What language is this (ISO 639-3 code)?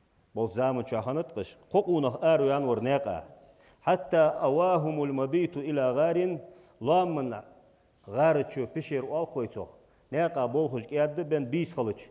inh